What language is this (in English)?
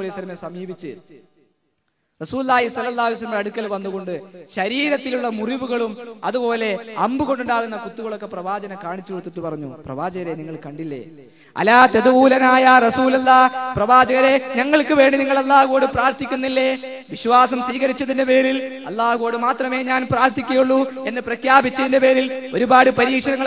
Malayalam